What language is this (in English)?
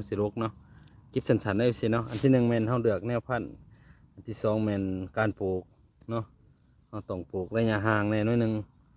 Lao